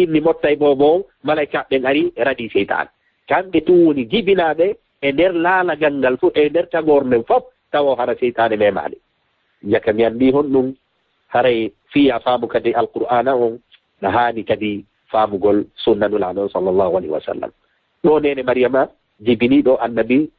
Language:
Fula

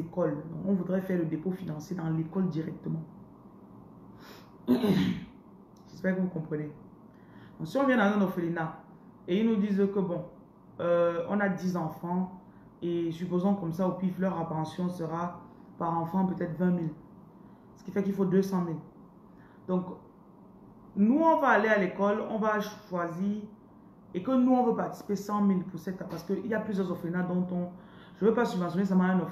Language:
French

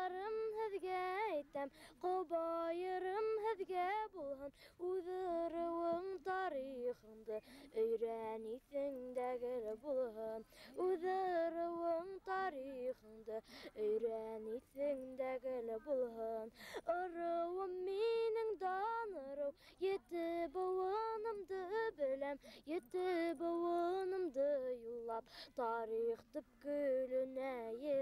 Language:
Bashkir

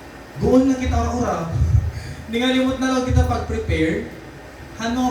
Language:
Waray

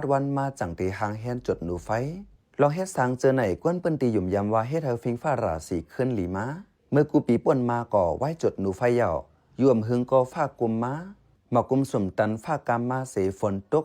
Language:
Shan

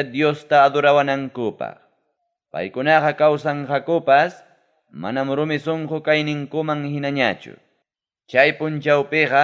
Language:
Ayacucho Quechua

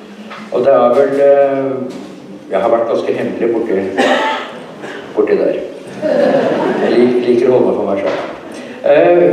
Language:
Norwegian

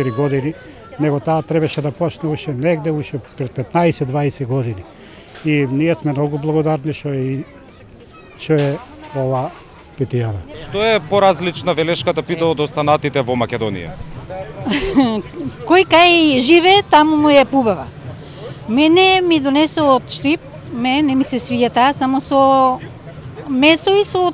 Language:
Macedonian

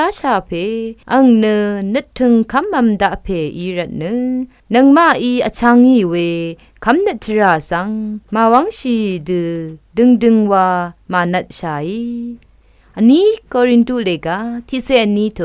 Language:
Rawang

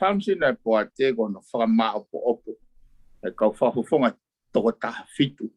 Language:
Tongan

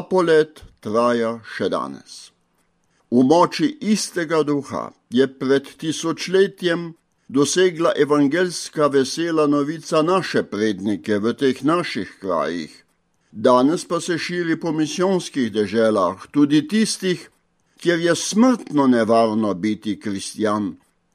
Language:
Slovenian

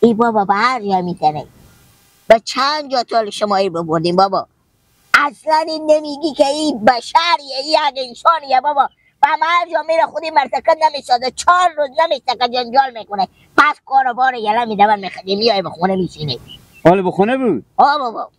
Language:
Persian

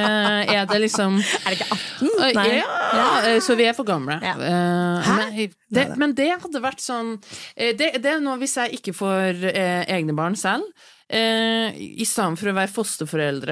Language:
Norwegian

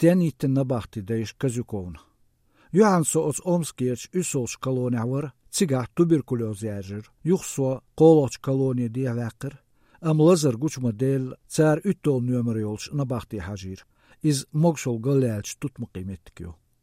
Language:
Chechen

